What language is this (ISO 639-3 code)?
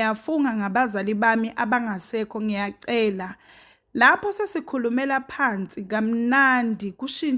zul